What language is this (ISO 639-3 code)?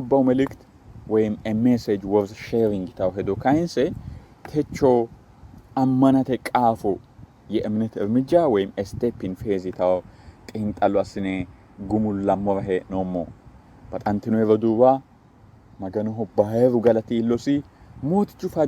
sid